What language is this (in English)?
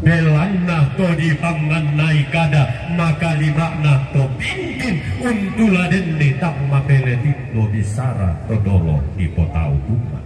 Toraja-Sa'dan